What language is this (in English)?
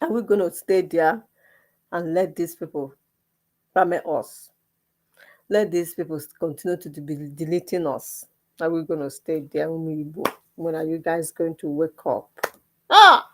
Igbo